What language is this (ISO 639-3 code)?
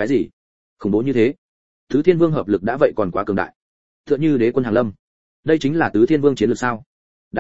vie